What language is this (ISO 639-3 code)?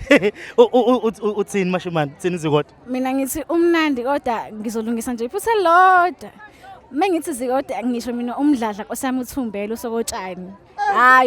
zul